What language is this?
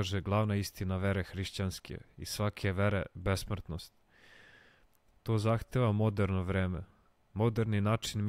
Serbian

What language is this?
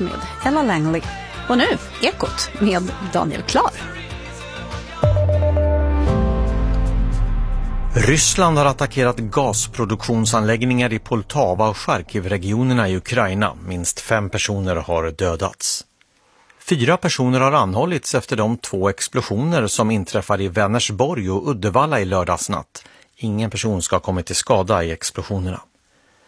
Swedish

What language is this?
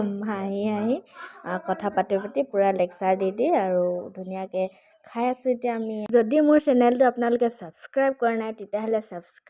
Assamese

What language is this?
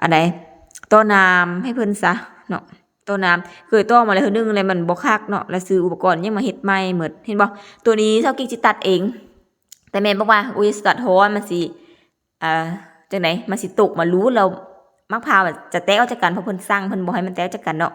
Lao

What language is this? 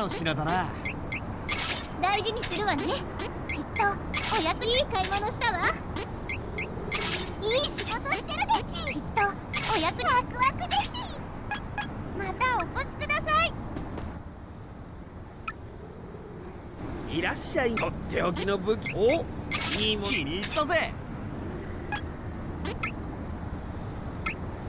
Japanese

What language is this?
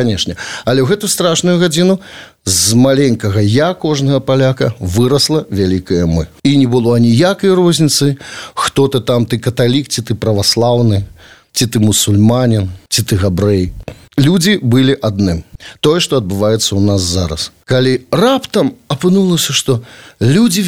Belarusian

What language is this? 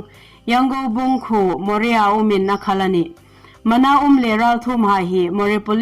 Hmar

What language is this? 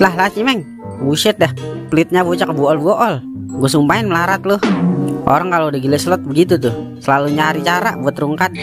Betawi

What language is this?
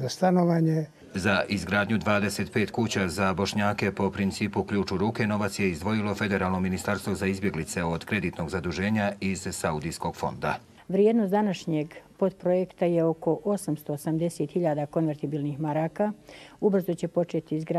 Croatian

